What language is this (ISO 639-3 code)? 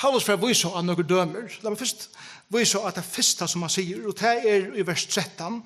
fao